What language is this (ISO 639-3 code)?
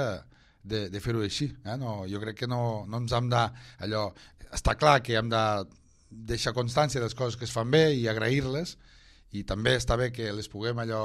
cat